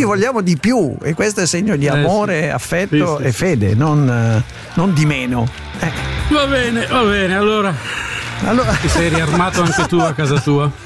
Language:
Italian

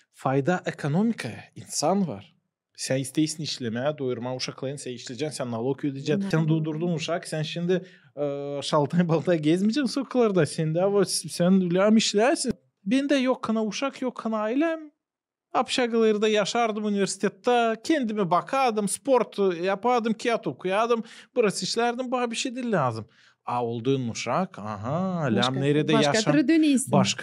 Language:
Gagauz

